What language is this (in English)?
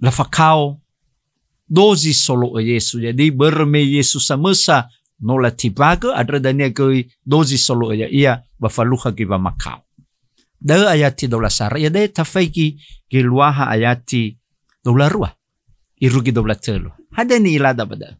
Nias